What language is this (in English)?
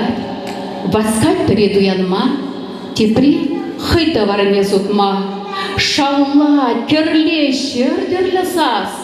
Chuvash